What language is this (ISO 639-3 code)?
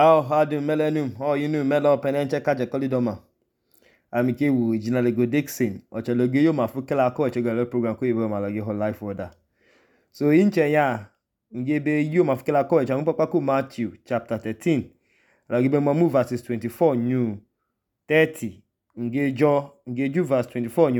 idu